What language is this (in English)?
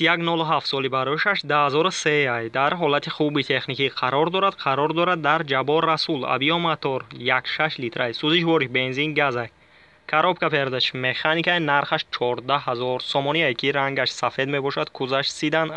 Tajik